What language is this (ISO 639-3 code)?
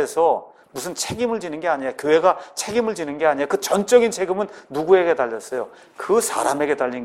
kor